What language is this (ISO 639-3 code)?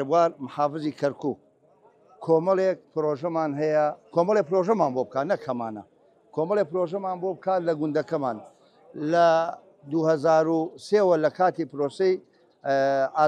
ckb